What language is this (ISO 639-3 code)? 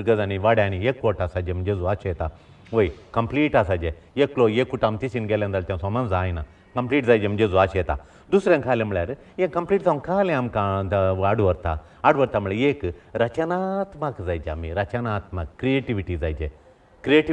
kok